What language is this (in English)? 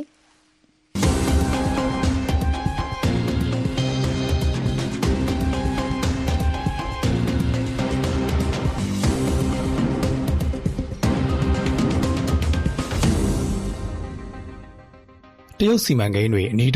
Burmese